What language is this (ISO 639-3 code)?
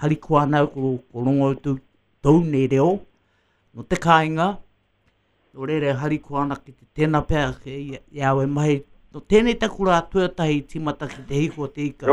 mri